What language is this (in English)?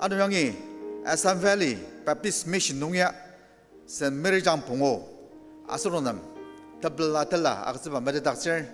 Ao Naga